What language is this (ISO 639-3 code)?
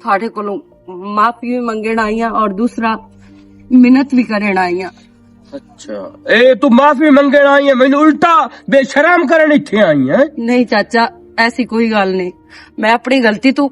lah